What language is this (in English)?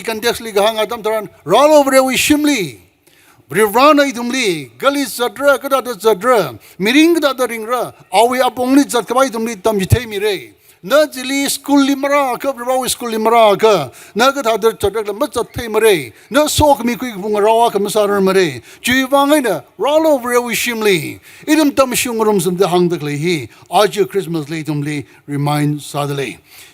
Tangkhul Naga (India)